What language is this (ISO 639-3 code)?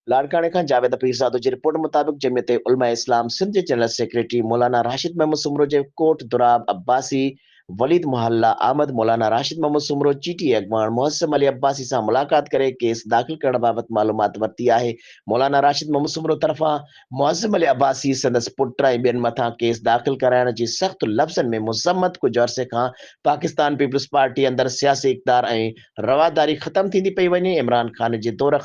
snd